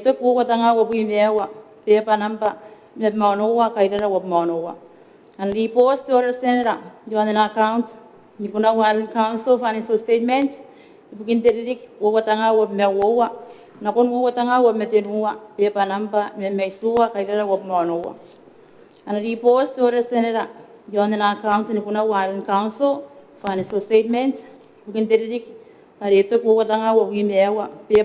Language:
Gilbertese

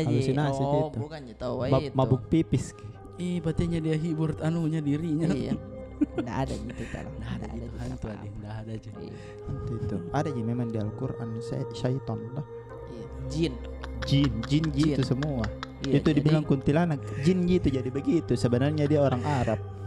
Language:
Makassar Malay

